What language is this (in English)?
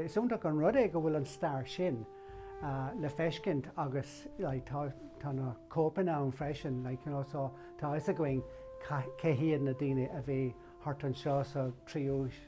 Irish